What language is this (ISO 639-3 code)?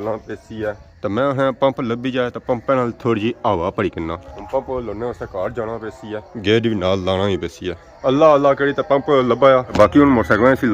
phr